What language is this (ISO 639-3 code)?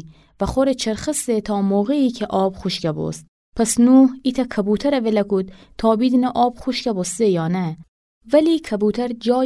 glk